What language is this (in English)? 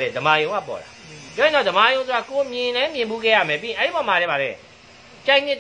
Burmese